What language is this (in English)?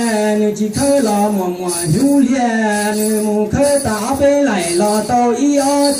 Hmong